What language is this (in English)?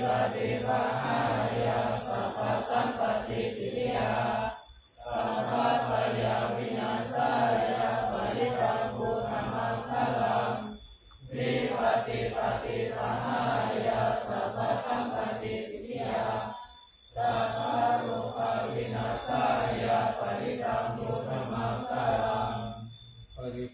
Pali